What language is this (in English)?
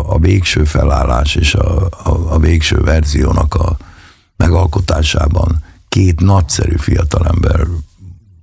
Hungarian